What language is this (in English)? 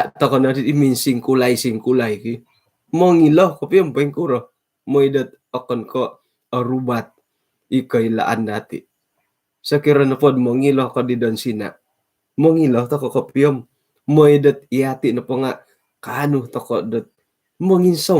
Central Dusun